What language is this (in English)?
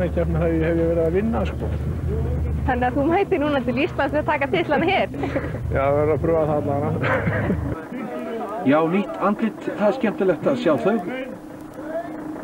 Icelandic